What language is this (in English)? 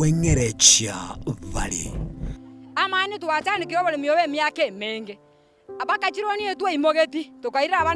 Gusii